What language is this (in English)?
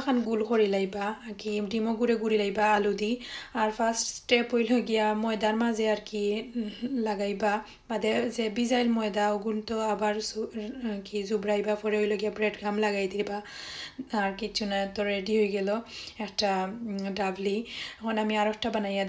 Sylheti